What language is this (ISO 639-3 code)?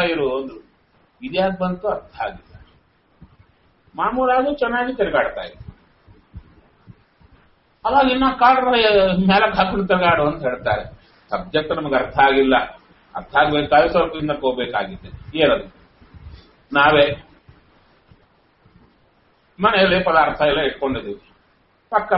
kan